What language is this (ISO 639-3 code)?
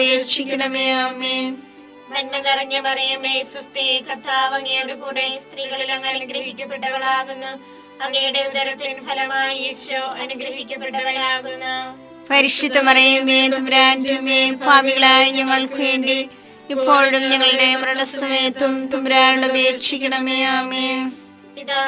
mal